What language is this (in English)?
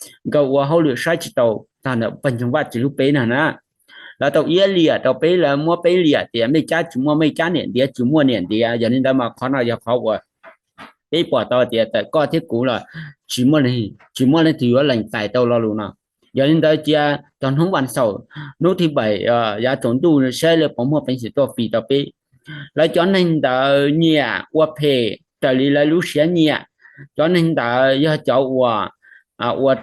Hmong